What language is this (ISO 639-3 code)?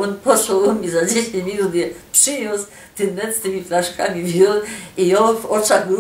szl